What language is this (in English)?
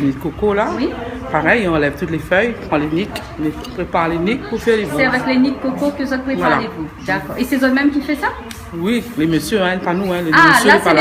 Réunion Creole French